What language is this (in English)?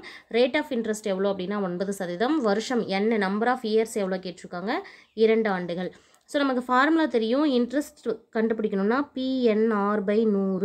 Tamil